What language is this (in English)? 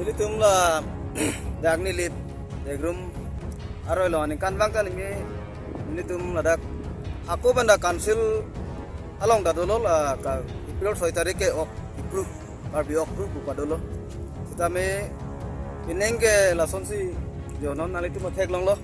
Karbi